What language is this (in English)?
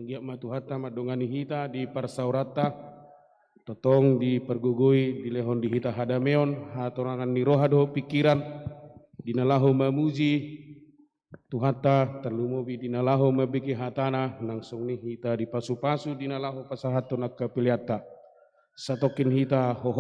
Batak Toba